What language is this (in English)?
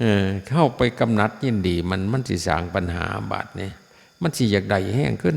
Northeastern Thai